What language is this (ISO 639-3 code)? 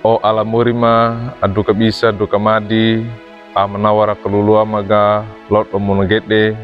wew